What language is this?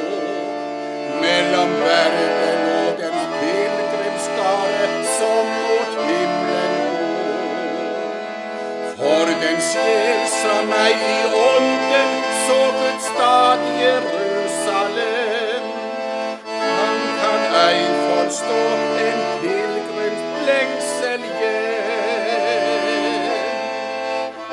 Norwegian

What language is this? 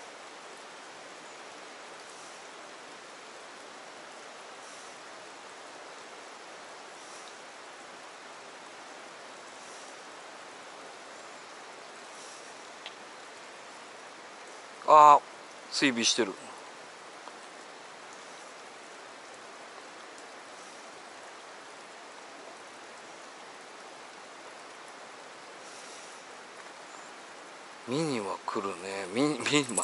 Japanese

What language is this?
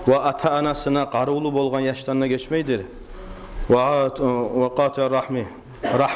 Kumyk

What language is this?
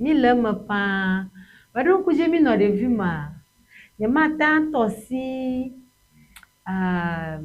Ewe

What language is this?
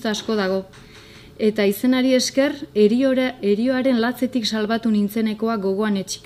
Basque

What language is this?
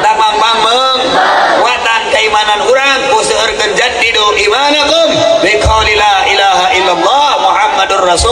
Sundanese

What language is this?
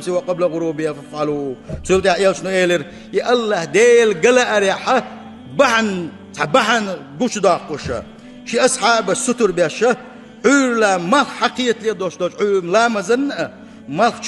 Chechen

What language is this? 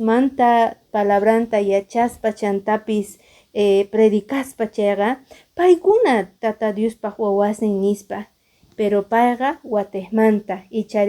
Quechua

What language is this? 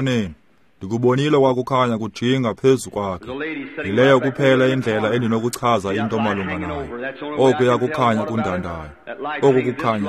Xhosa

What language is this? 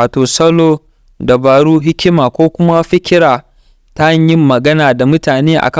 Hausa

